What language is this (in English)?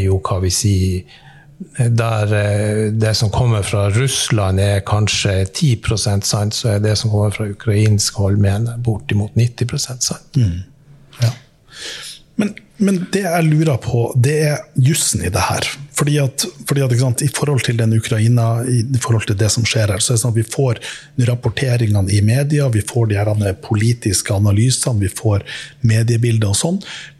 Norwegian